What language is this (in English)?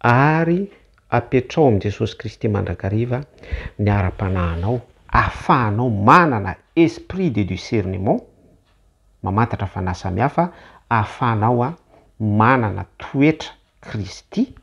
Malagasy